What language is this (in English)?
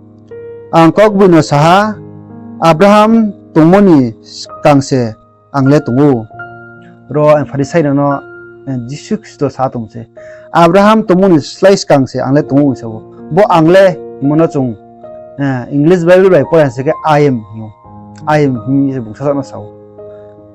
Riang (India)